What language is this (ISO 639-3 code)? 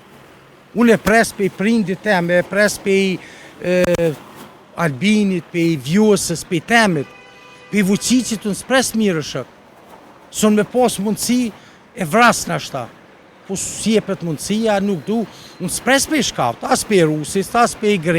sqi